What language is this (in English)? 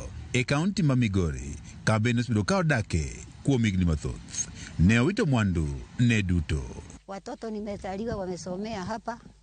Luo (Kenya and Tanzania)